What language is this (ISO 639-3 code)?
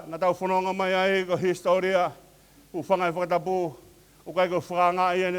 ton